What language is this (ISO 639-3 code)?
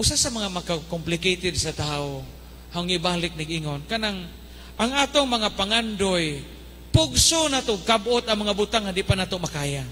ceb